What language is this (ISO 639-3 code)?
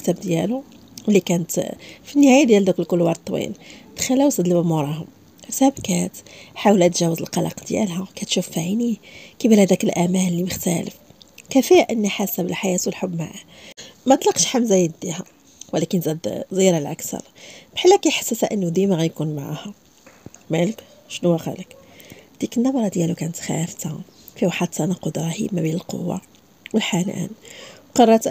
ary